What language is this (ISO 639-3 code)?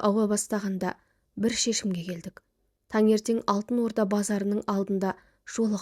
kaz